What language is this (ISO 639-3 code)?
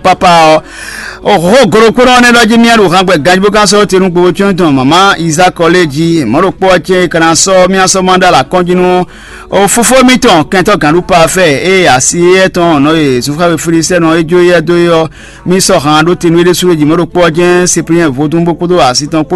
fon